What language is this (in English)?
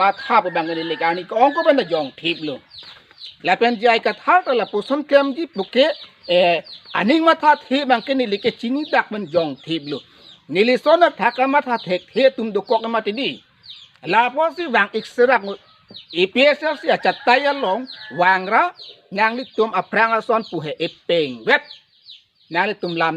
Karbi